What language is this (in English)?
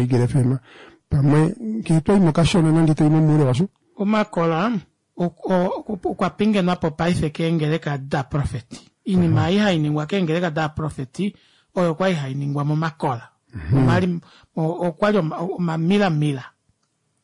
Kuanyama